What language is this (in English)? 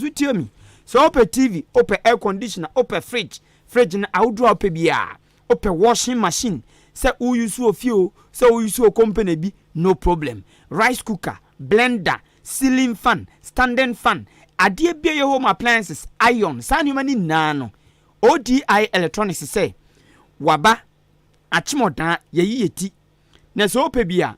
Akan